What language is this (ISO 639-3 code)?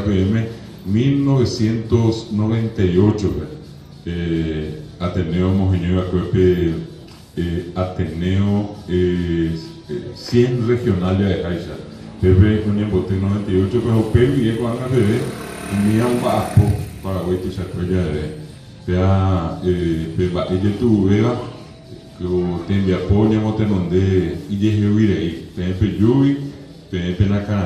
grn